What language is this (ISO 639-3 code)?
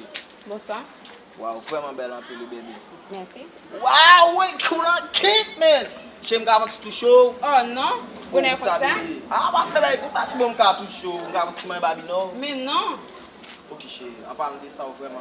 hat